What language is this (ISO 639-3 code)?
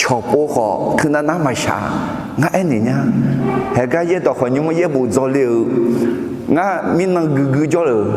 ahk